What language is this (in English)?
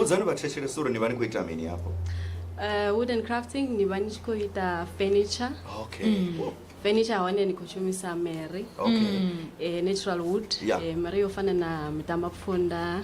Venda